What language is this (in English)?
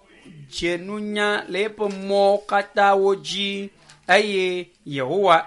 Ewe